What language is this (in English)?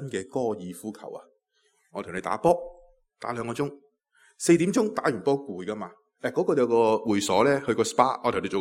Cantonese